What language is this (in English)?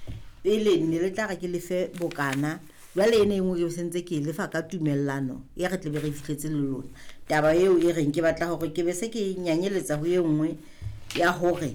Southern Sotho